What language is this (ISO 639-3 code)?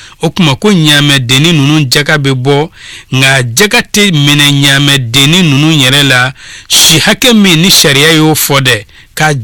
bam